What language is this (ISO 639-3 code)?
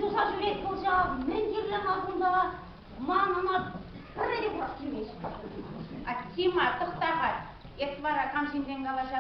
chv